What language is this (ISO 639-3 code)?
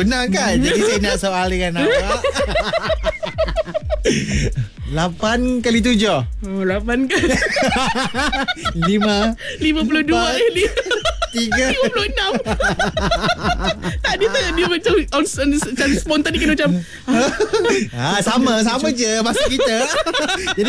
msa